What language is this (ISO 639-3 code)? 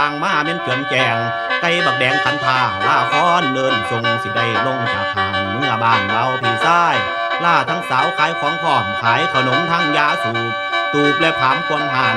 tts